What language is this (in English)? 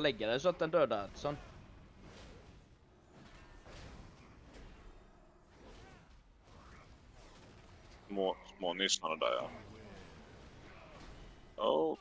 Swedish